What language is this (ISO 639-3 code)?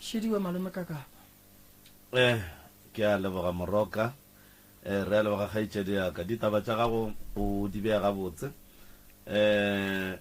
nso